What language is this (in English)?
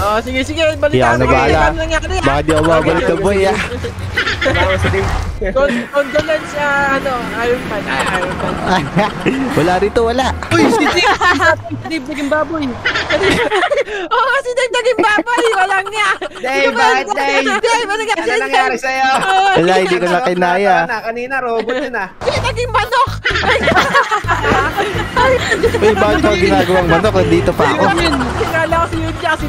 Filipino